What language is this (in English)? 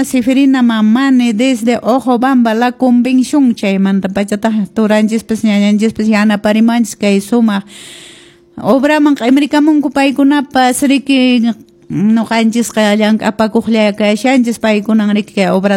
Quechua